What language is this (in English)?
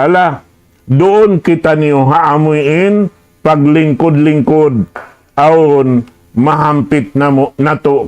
Tausug